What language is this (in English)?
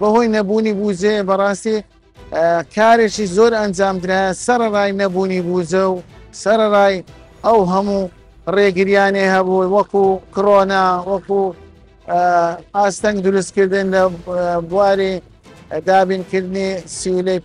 Central Kurdish